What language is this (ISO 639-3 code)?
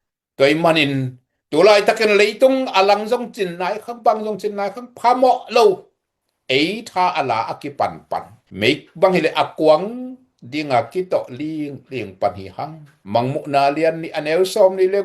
ctd